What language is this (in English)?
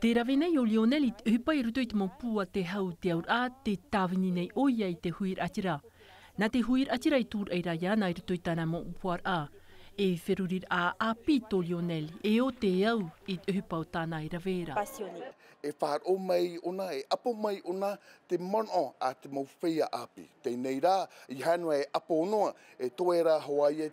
Tahitian